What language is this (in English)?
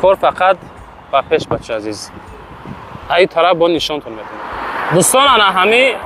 Tajik